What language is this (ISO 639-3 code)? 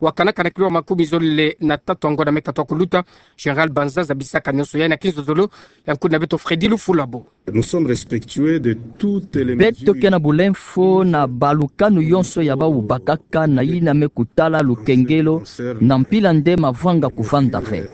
ktu